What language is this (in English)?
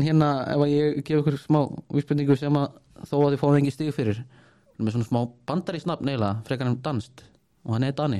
Icelandic